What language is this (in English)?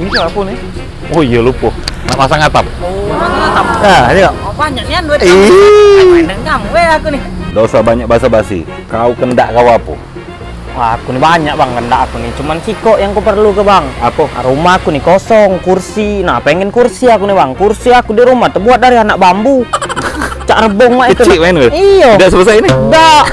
Musi